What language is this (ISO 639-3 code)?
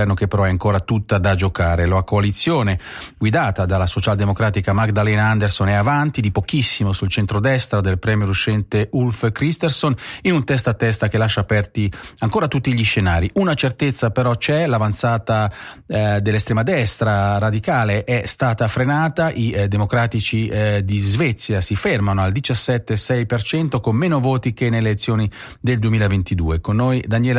ita